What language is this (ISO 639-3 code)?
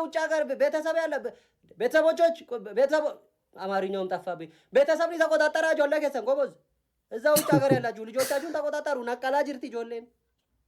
amh